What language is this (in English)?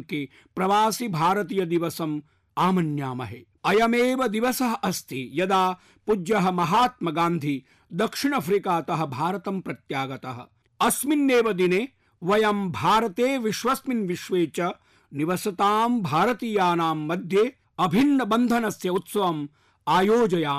Sanskrit